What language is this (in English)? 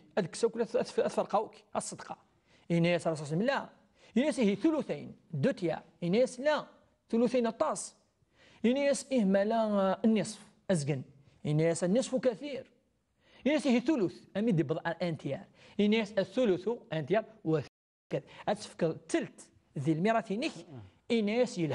Kabyle